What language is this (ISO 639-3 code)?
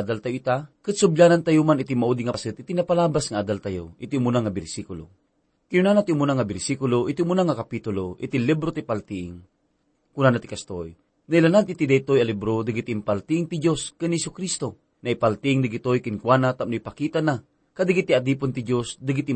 ilo